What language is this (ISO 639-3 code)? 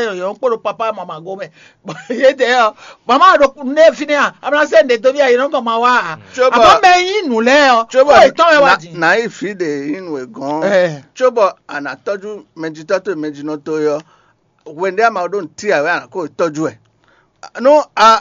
fon